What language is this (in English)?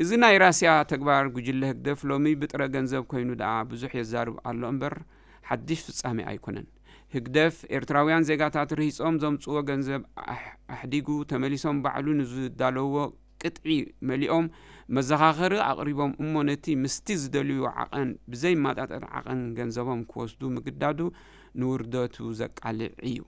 Tigrinya